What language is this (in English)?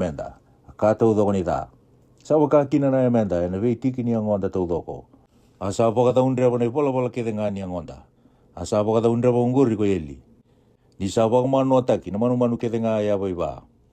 Fijian